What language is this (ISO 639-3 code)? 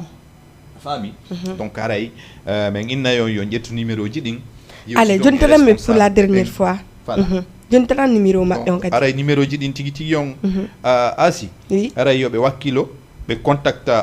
ful